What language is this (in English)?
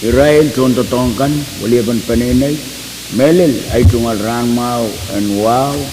Pohnpeian